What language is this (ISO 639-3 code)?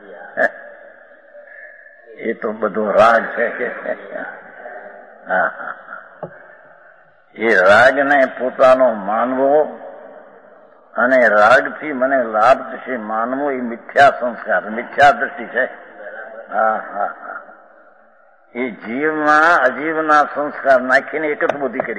guj